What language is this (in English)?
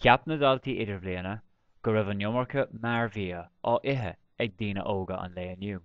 Irish